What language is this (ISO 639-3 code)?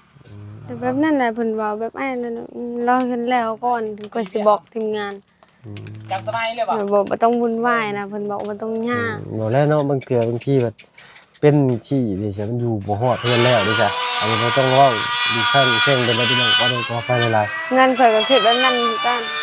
lao